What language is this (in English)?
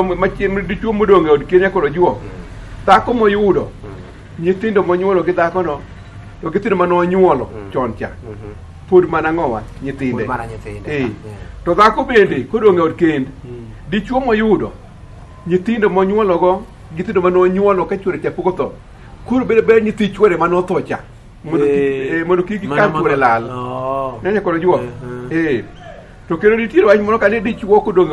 Luo (Kenya and Tanzania)